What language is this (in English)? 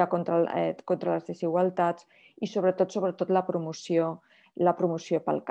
Catalan